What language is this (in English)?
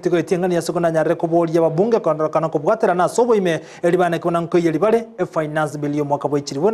Gusii